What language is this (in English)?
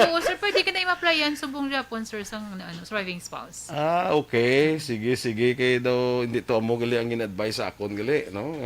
Hiligaynon